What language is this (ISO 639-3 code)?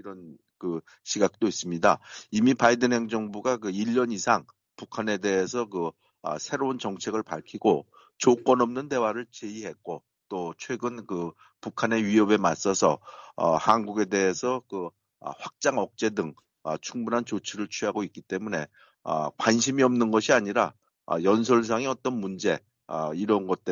kor